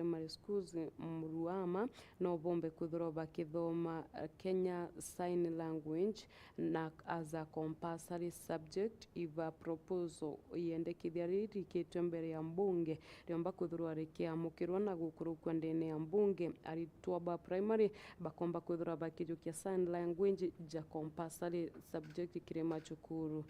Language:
Meru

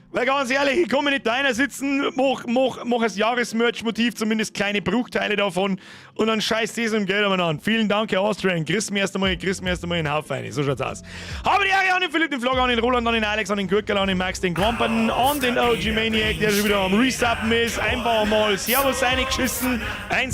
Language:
Bavarian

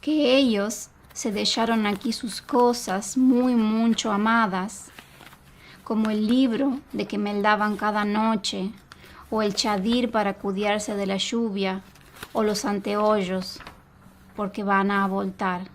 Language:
Ladino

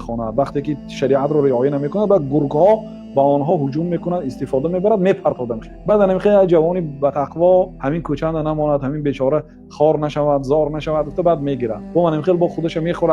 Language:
Tajik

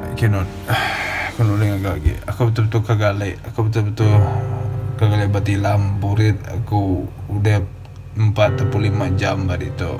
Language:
Iban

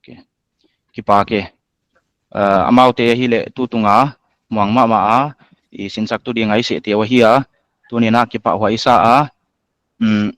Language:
Paite Chin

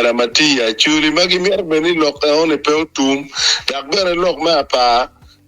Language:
Acoli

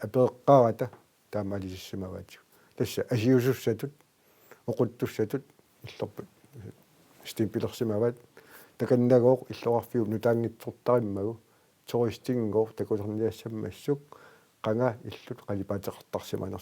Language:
Kalaallisut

